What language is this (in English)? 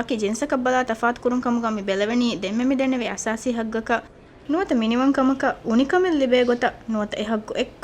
Divehi